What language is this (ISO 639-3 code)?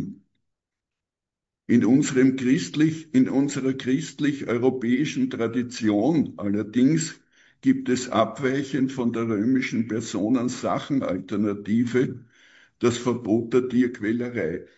deu